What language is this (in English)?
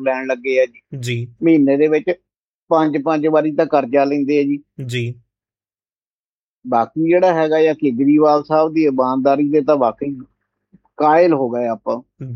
Punjabi